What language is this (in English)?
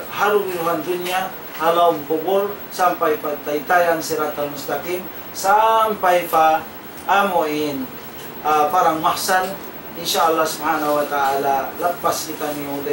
Tausug